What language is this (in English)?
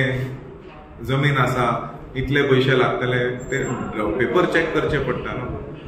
Konkani